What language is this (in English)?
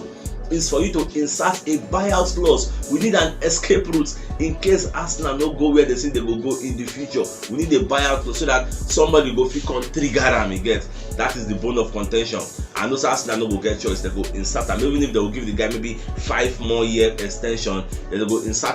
Nigerian Pidgin